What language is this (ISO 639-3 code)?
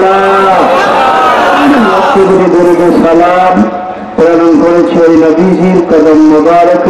ben